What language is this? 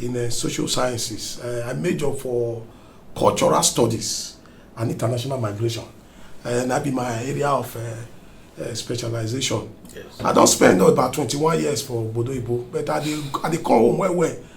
Nigerian Pidgin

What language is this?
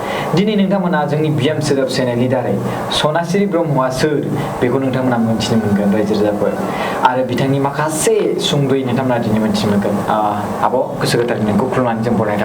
Bodo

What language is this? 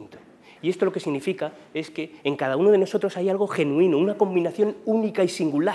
Spanish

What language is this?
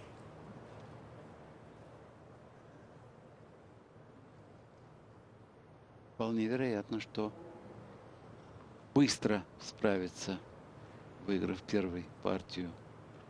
Russian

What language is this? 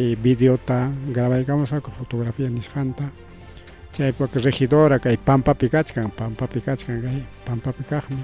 Ayacucho Quechua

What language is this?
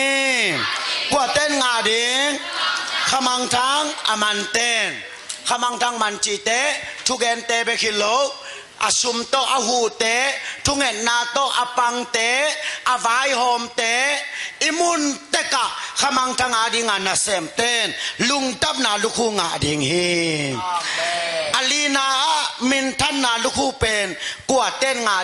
Tedim Chin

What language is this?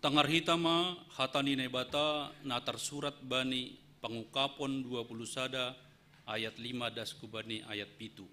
Batak Simalungun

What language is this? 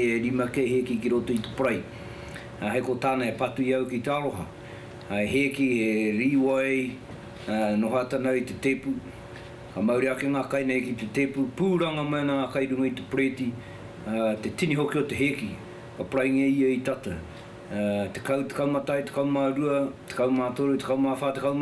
Māori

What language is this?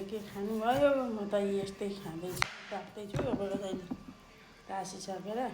Nepali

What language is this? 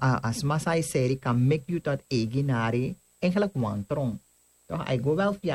Sranan Tongo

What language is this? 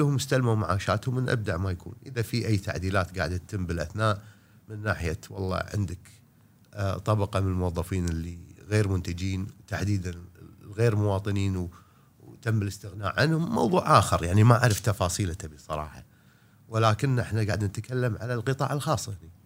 Gulf Arabic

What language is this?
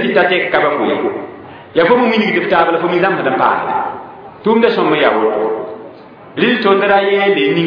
Mossi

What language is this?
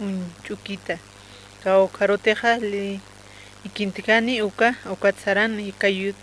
Aymara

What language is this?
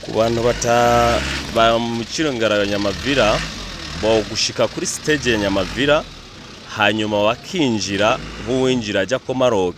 Kinyarwanda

